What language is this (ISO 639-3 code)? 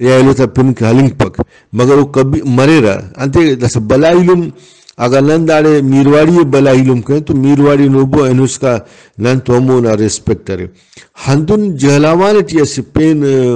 brh